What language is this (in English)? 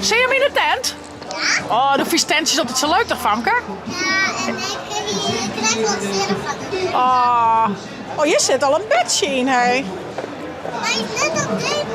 Western Frisian